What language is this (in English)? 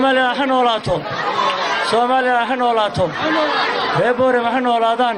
Somali